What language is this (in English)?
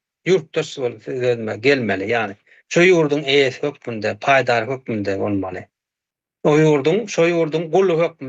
Turkmen